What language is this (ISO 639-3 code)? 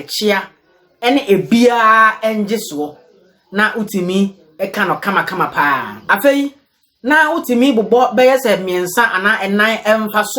aka